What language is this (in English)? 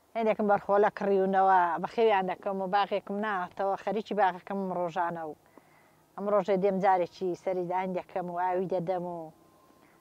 Central Kurdish